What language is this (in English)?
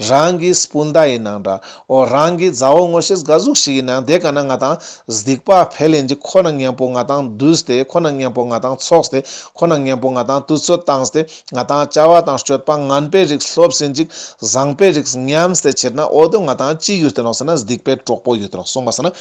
Ladakhi